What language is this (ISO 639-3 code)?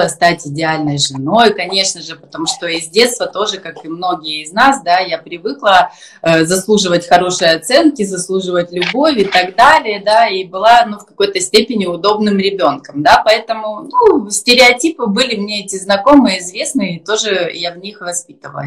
rus